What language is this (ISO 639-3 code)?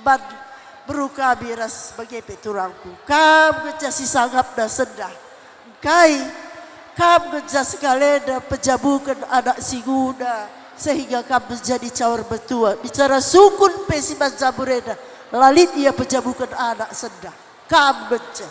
btx